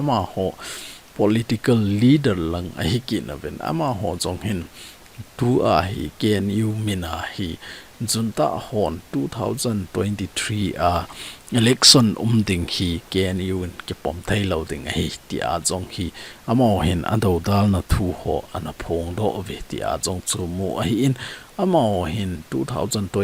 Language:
Thado Chin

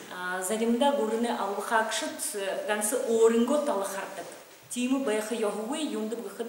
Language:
Buriat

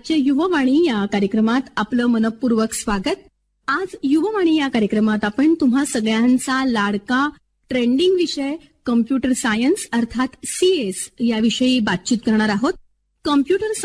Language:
Marathi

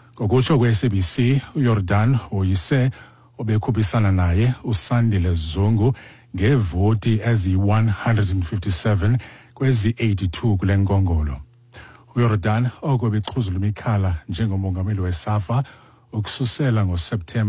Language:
Xhosa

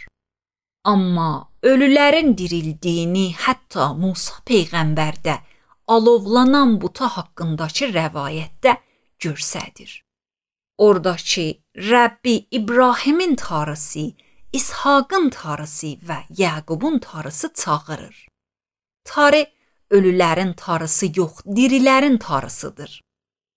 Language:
Azerbaijani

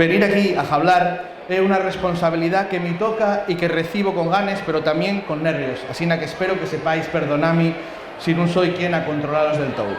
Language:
Asturian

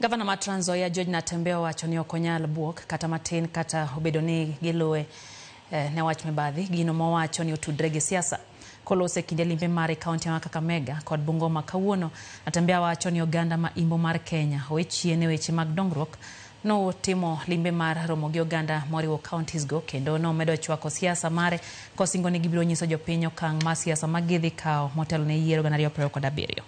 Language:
Luo (Kenya and Tanzania)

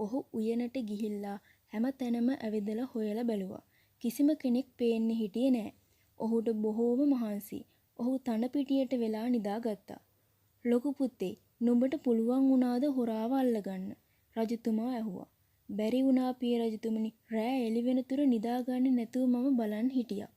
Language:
Sinhala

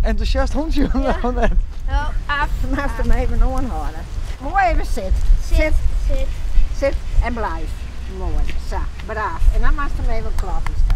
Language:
Western Frisian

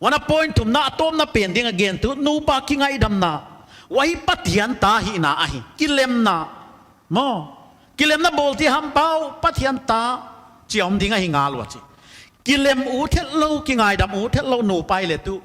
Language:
Paite Chin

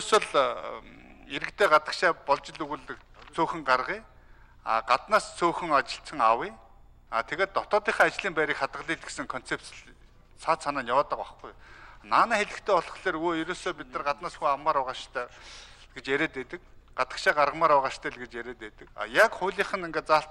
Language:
Mongolian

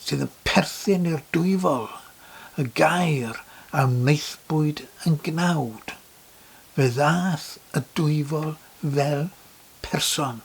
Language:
Welsh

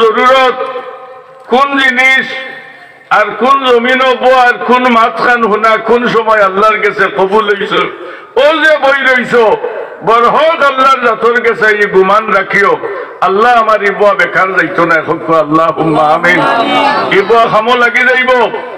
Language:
Sylheti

